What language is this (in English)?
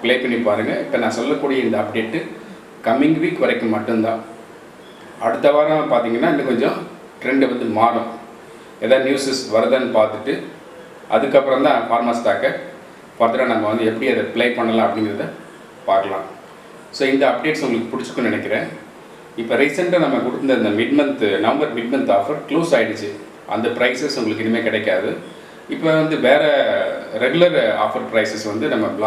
Tamil